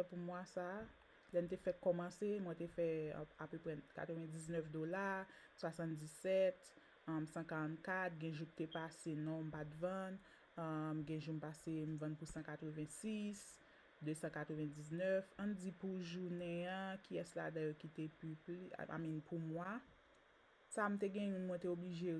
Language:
Haitian Creole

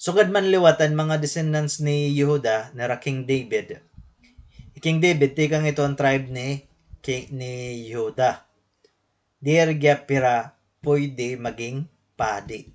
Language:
Waray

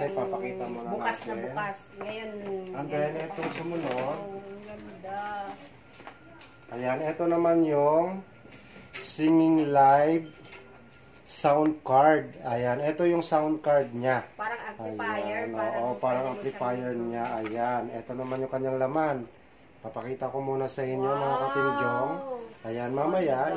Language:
Filipino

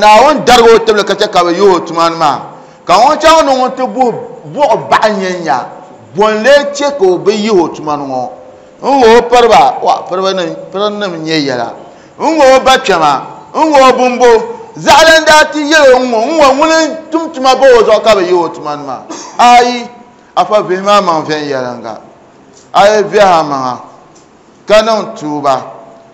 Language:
Dagbani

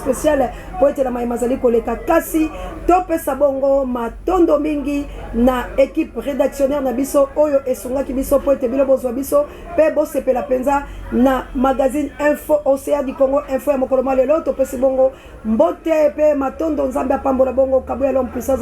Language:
Lingala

